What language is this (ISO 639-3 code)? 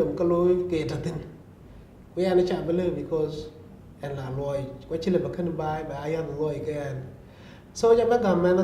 din